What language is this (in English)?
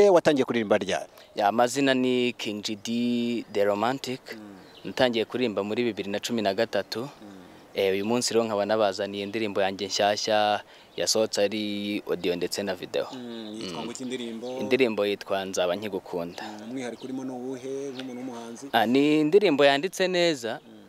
Kinyarwanda